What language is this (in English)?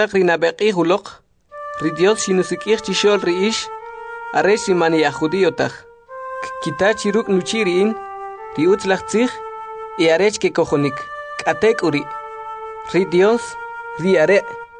Kʼicheʼ